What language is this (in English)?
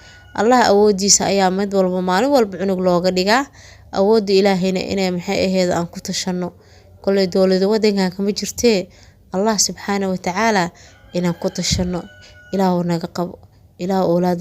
Somali